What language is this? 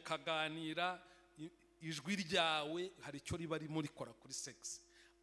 Kinyarwanda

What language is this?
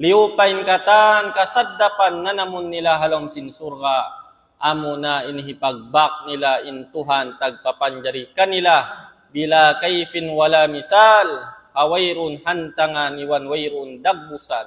Tausug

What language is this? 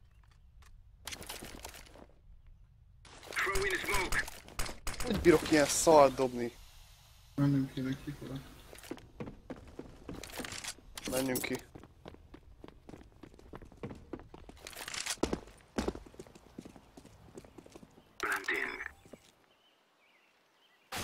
Hungarian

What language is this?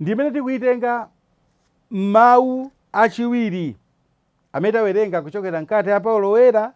Nyanja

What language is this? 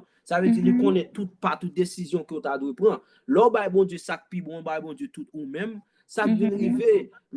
Haitian Creole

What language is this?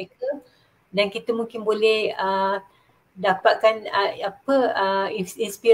Malay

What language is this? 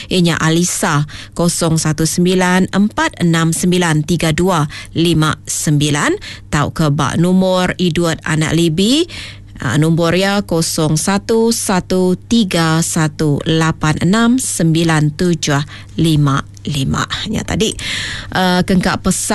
Iban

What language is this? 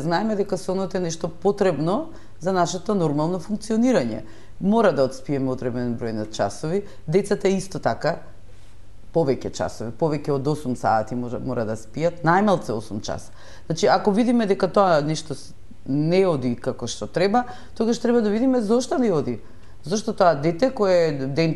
Macedonian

